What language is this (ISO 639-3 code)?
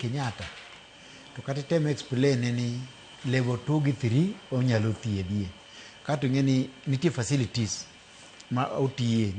luo